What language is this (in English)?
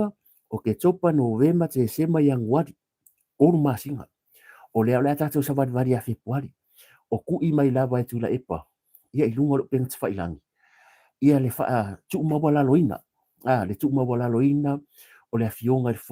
Samoan